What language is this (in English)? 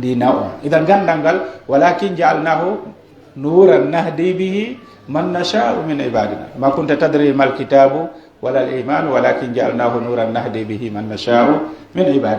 Pular